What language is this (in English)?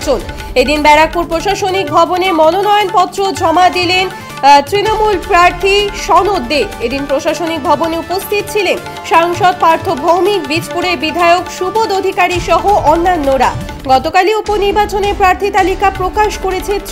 Bangla